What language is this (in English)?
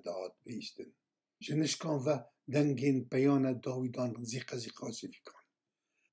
Kurdish